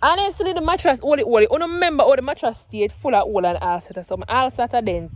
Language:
Jamaican Creole English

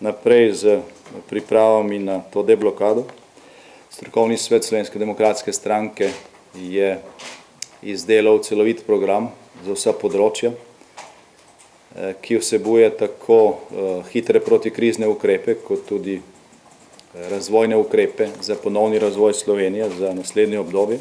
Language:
Slovenian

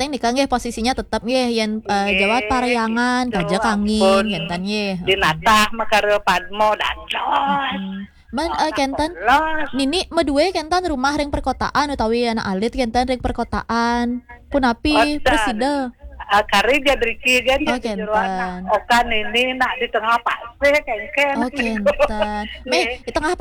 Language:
Balinese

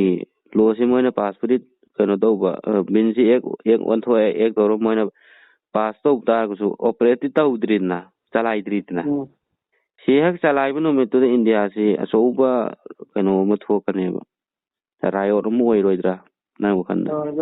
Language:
Manipuri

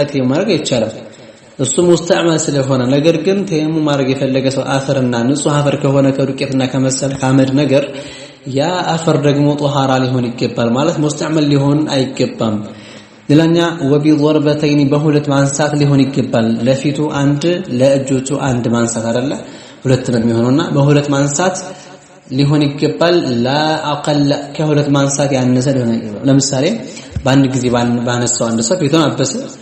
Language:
Amharic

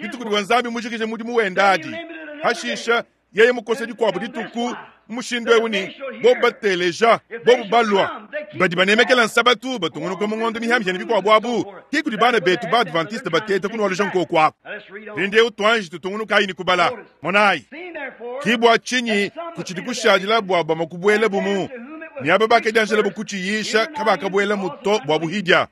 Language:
Luba-Lulua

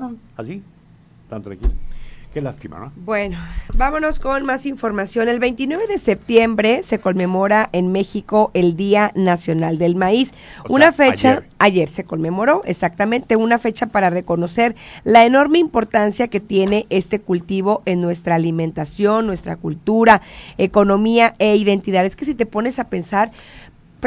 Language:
Spanish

